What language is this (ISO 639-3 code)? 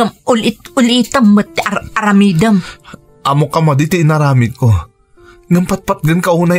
ilo